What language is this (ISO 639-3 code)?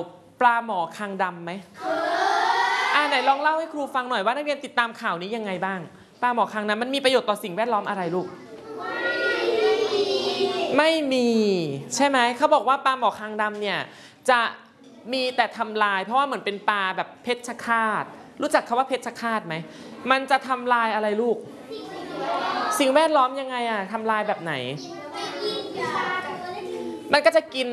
tha